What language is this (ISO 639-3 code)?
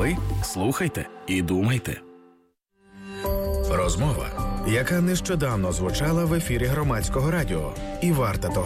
ukr